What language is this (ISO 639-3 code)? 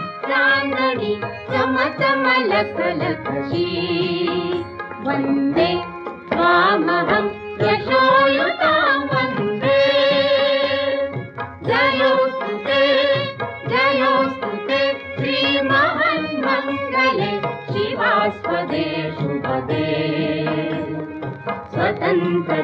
mar